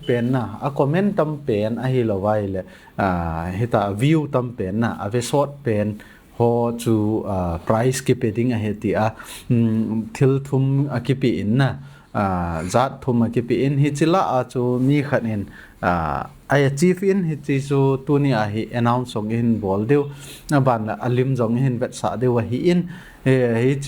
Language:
Thado Chin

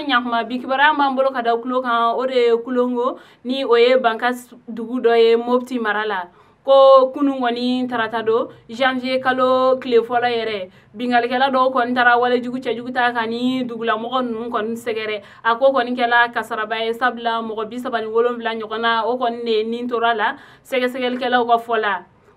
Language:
Bambara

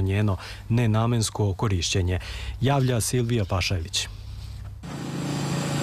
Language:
Serbian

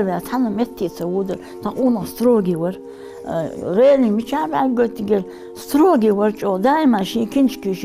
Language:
Ingush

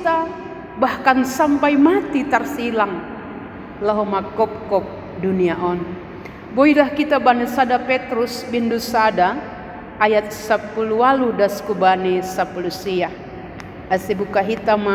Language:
Batak Simalungun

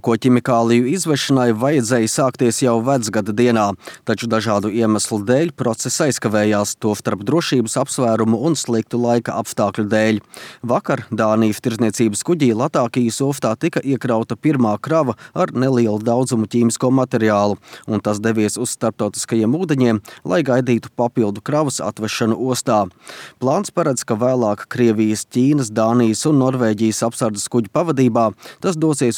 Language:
Latvian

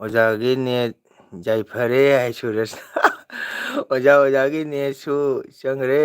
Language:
Manipuri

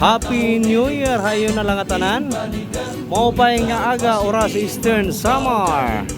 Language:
Waray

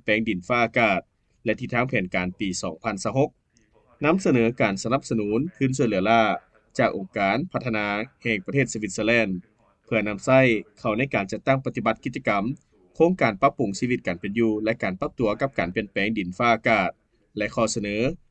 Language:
Lao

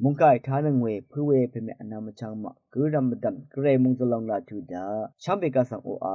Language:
Rawang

